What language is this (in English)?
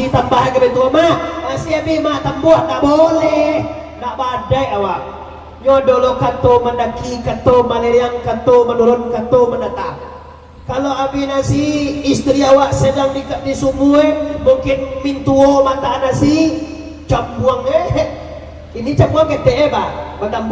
Minangkabau